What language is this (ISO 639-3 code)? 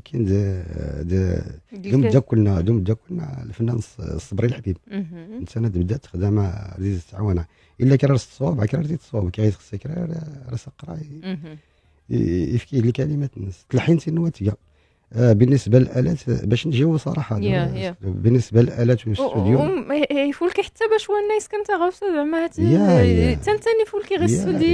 ary